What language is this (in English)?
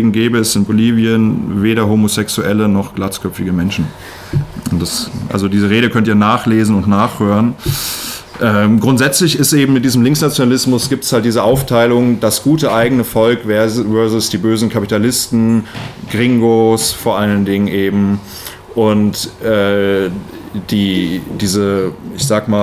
German